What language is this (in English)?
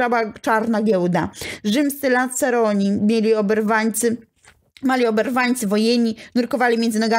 Polish